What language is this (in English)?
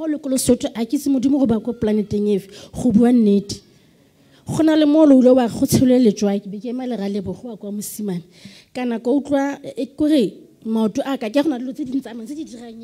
Southern Sotho